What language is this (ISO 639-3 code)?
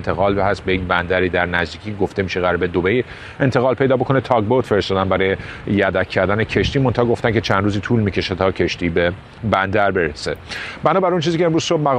fas